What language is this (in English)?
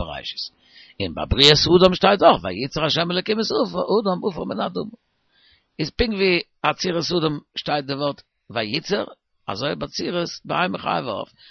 Yiddish